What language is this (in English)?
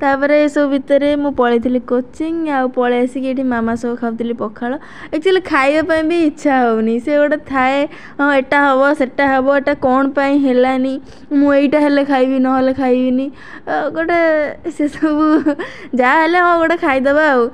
Odia